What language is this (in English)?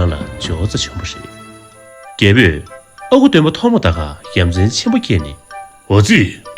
Tibetan